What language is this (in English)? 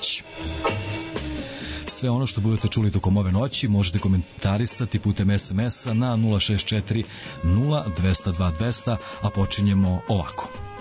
Serbian